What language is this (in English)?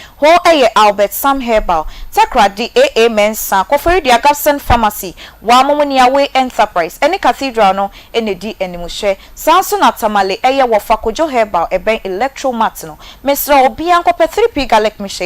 Akan